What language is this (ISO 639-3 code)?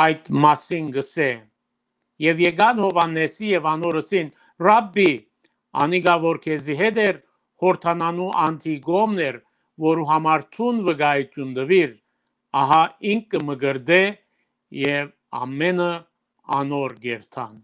hyw